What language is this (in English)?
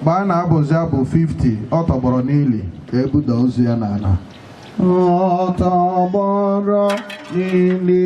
Igbo